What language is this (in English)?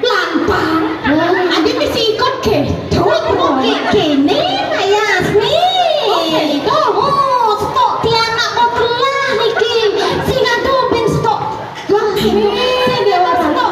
Balinese